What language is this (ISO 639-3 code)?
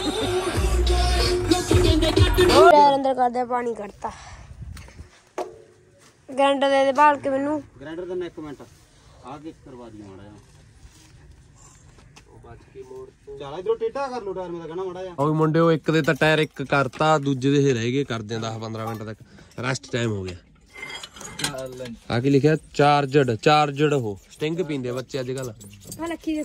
pan